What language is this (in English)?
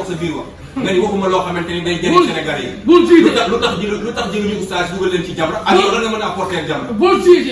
Wolof